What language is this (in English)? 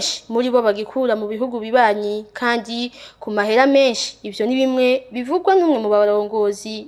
Rundi